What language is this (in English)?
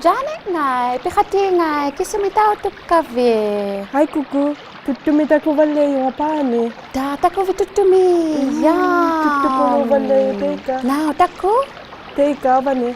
Inuktitut